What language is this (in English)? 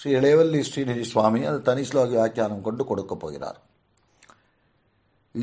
Tamil